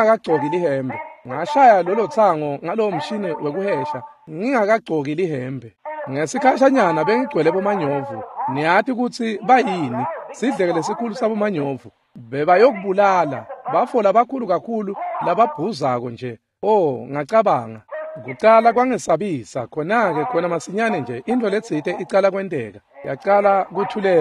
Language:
Swati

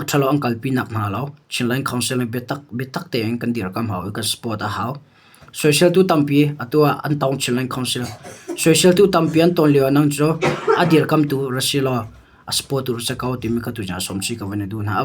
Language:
Hakha Chin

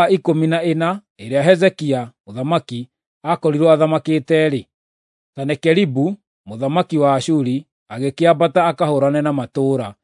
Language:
Kikuyu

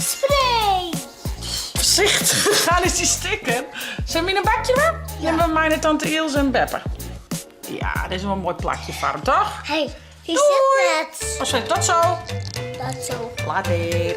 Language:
Western Frisian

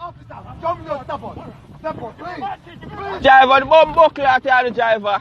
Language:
Jamaican Creole English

